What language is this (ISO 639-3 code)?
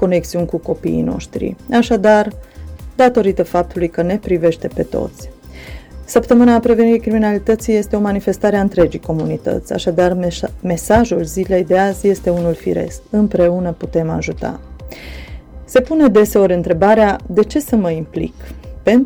ron